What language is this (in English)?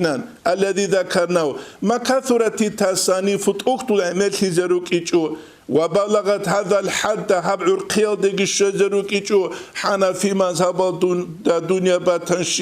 Avaric